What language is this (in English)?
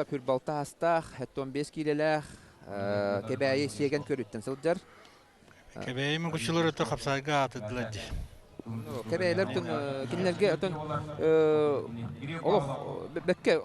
Yakut